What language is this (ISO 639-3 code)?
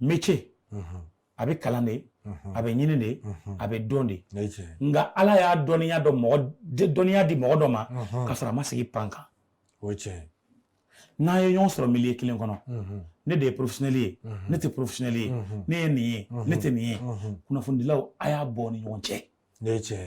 bam